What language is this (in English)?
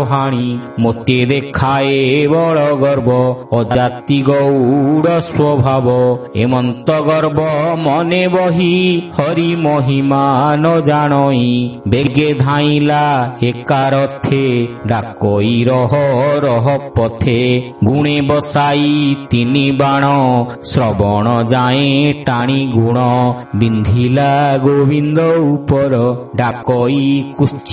Odia